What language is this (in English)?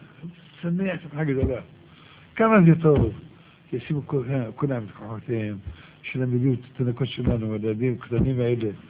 Hebrew